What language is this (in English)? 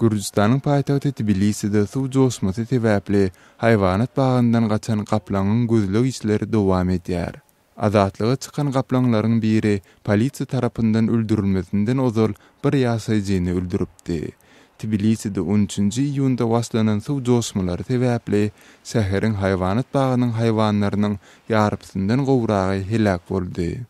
Turkmen